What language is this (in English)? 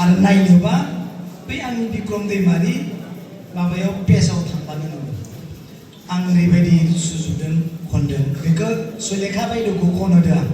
Bodo